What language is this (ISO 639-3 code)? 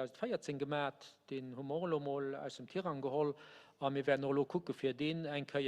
ltz